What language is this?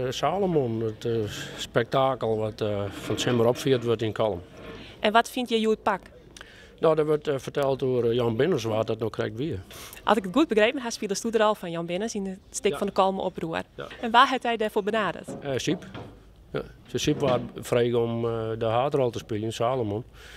Western Frisian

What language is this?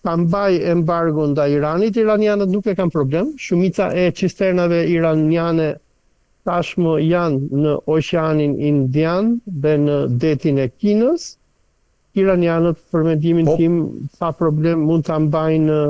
Albanian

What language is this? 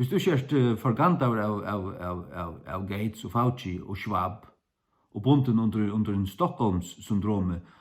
Faroese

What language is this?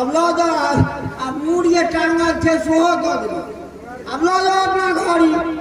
Maithili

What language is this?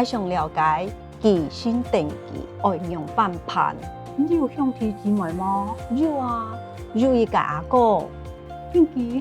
Hakka Chinese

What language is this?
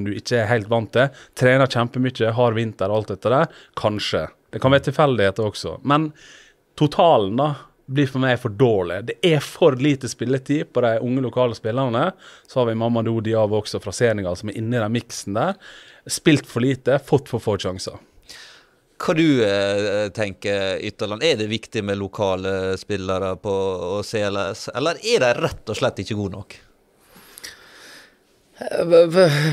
Norwegian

